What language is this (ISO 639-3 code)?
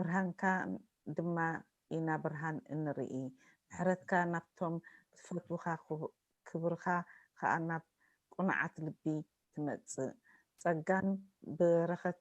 tir